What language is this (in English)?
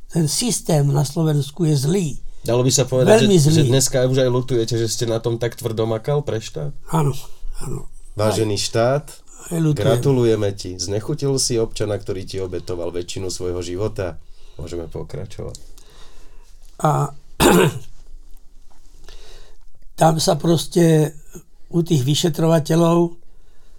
Slovak